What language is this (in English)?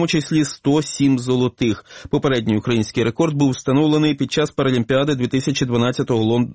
Ukrainian